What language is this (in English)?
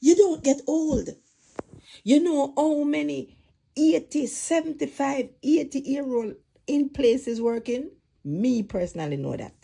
Jamaican Creole English